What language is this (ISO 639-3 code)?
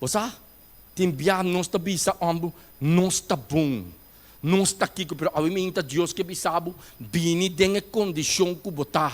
pap